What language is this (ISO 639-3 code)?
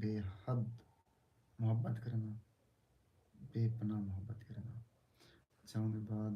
skr